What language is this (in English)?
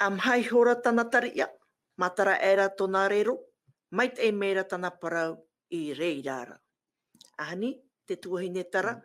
Tahitian